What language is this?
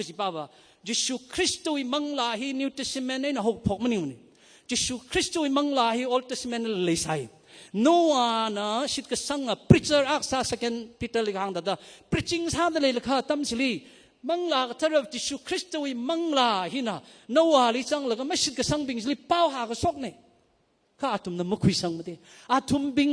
Tangkhul Naga (India)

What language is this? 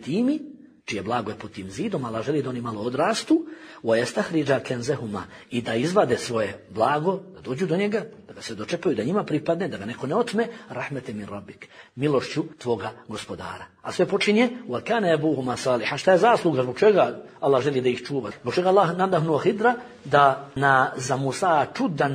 Bosnian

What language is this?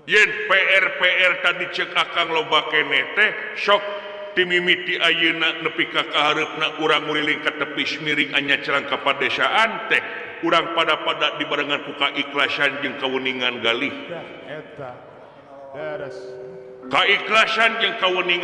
Sundanese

